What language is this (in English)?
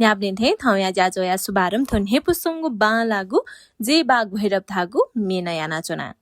Newari